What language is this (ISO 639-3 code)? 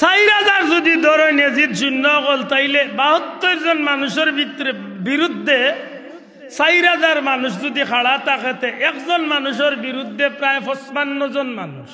syl